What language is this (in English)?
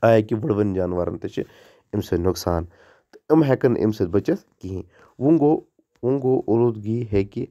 Kashmiri